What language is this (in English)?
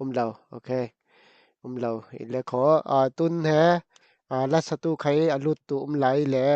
Falam Chin